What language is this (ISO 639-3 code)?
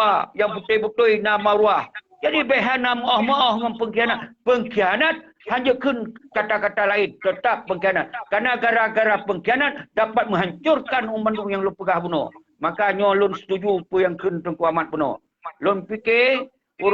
ace